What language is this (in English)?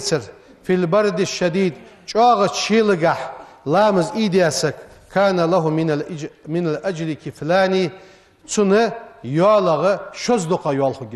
Ingush